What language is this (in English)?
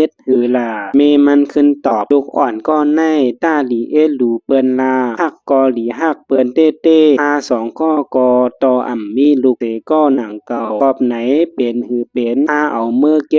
Shan